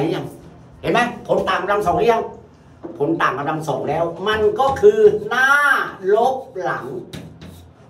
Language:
Thai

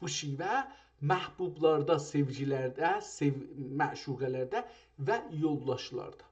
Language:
South Azerbaijani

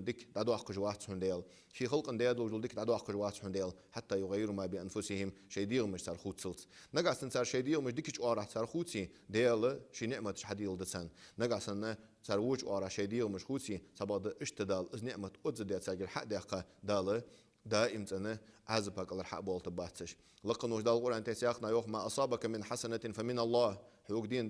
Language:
Ingush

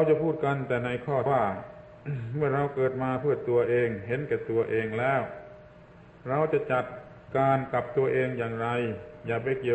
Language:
Thai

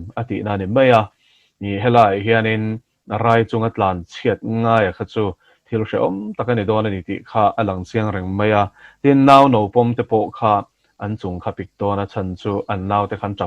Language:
Mizo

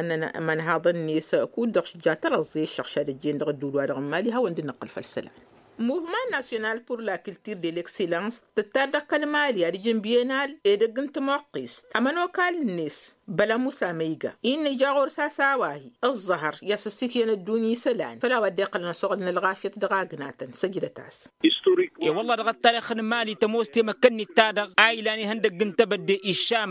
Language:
Tamasheq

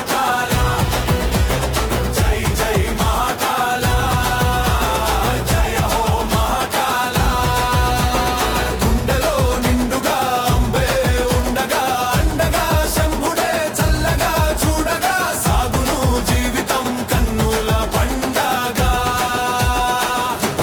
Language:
Telugu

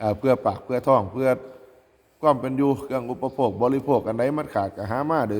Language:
Northeastern Thai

